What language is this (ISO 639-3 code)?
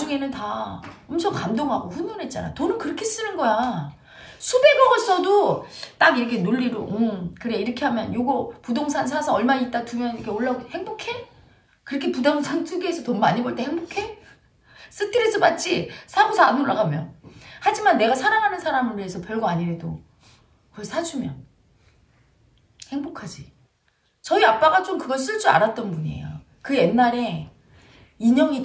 kor